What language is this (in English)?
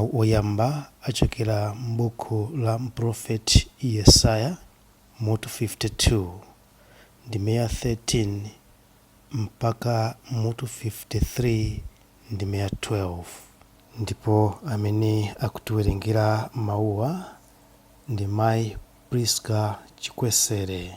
Nyanja